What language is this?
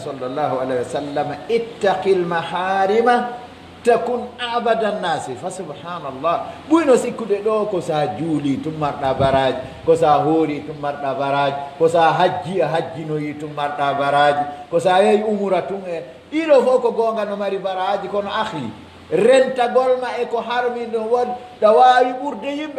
Pular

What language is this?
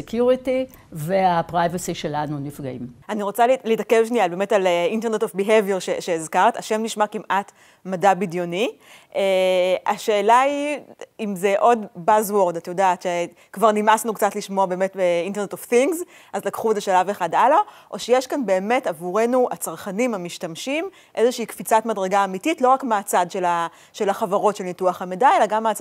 Hebrew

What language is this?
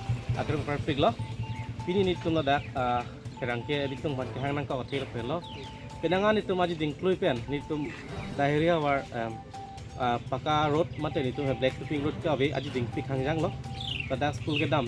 Karbi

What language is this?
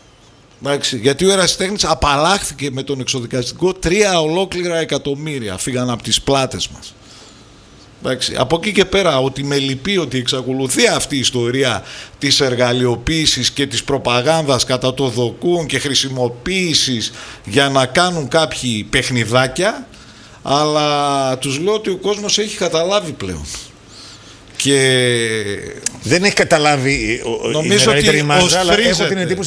Greek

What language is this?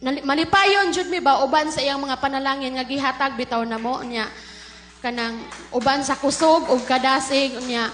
Cebuano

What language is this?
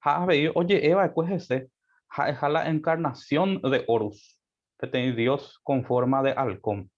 Guarani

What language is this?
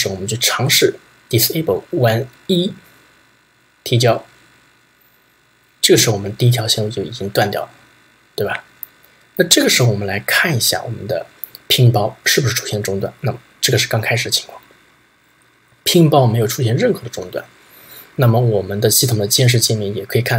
Chinese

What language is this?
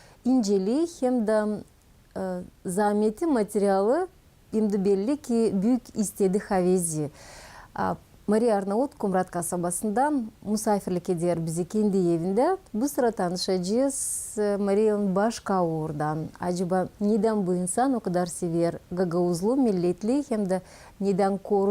Gagauz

